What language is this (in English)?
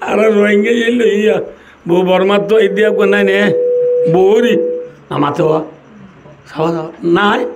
Rohingya